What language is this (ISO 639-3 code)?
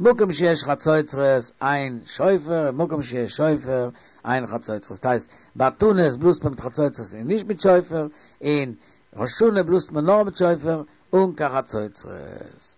yid